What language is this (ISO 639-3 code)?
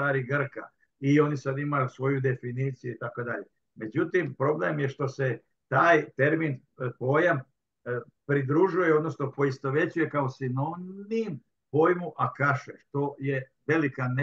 srp